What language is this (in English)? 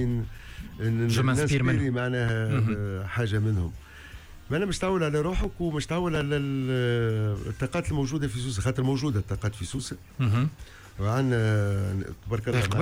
Tunisian Arabic